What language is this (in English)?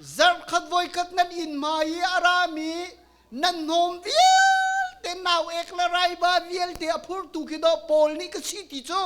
Hakha Chin